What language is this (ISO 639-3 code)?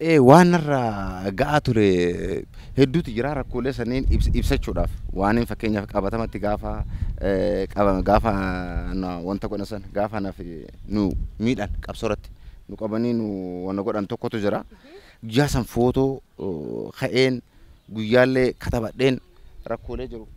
orm